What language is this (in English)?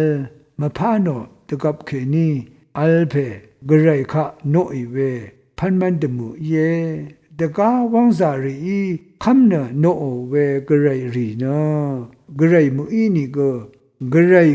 Rawang